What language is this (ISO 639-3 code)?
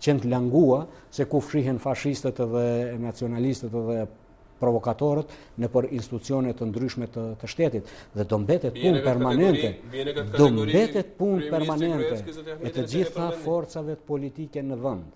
sqi